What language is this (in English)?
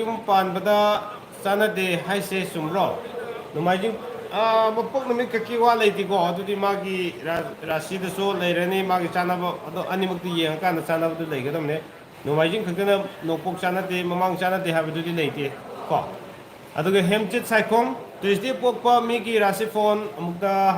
Manipuri